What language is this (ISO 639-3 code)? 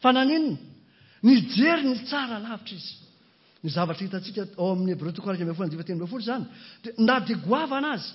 mlg